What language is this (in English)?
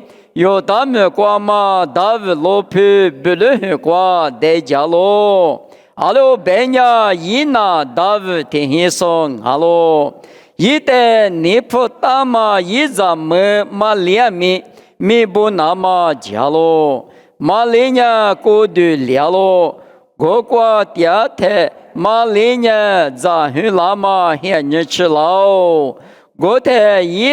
Lisu